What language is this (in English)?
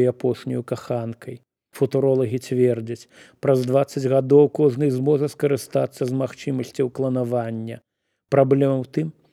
Belarusian